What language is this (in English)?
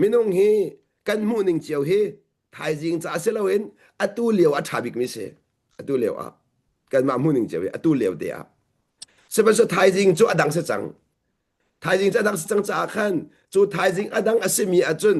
Hakha Chin